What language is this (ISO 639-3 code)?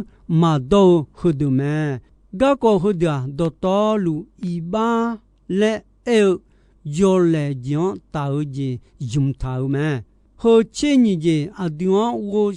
ahk